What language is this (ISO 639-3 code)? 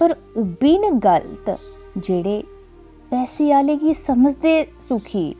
doi